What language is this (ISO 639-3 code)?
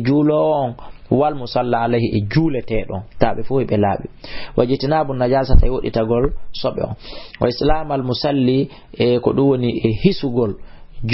ful